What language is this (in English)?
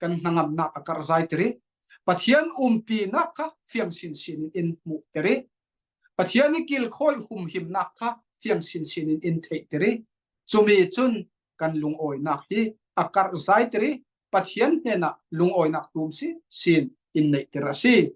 Falam Chin